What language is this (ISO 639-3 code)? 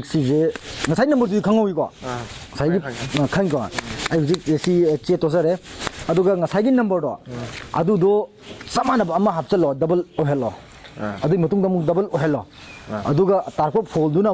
mni